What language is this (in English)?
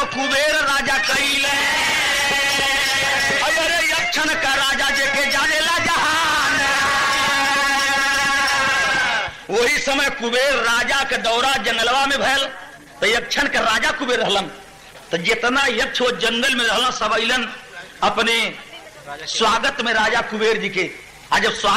Bhojpuri